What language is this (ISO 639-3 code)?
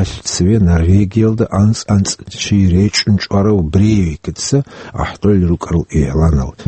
ava